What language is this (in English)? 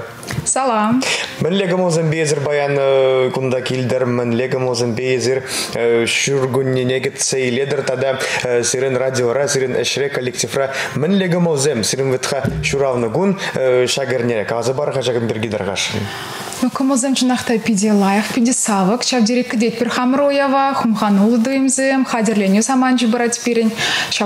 Chuvash